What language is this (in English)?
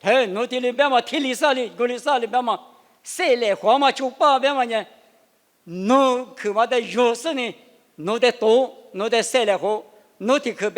Lisu